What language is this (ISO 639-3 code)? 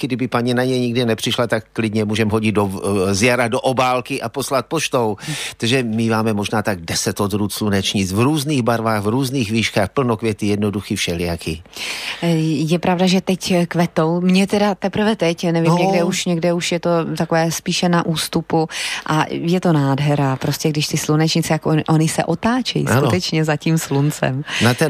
ces